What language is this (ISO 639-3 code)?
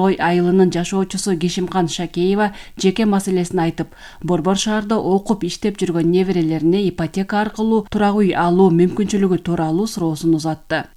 kir